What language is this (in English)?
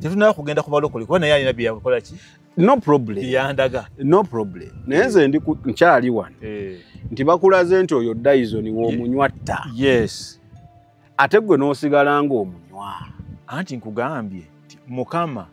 Ganda